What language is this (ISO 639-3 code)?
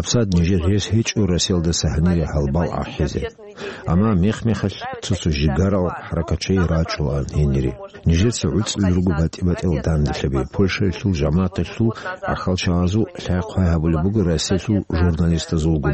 ava